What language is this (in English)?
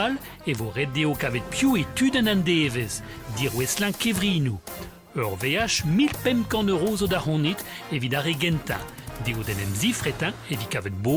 Breton